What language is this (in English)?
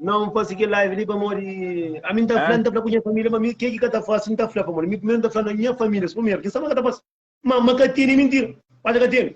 Kabuverdianu